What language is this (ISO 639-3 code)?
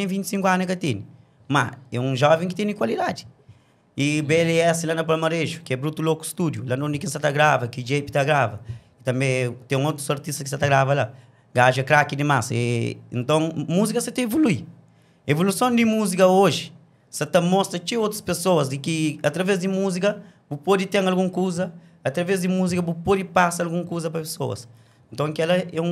kea